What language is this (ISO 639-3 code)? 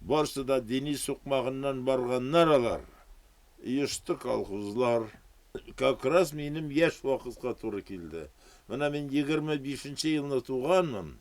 bak